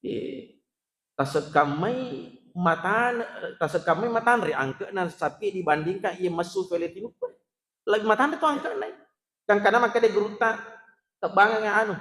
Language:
Buginese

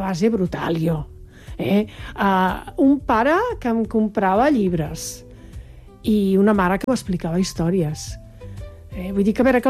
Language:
Catalan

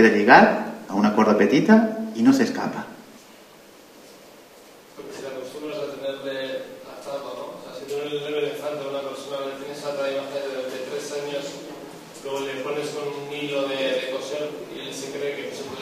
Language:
Catalan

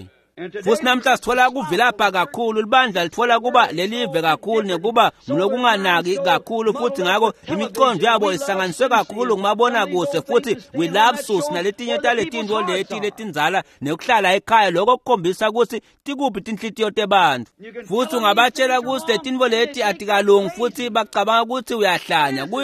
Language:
Swati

